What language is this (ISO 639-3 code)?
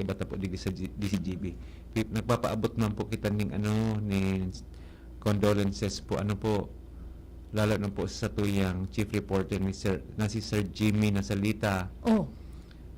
bik